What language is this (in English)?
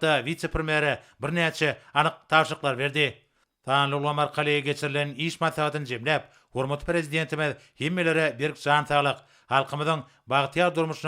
Turkmen